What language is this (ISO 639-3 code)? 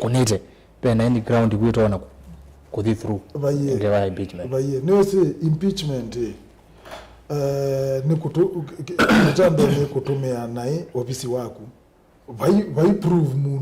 kam